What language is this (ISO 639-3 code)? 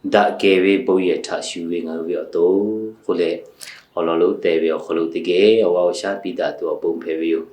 lhu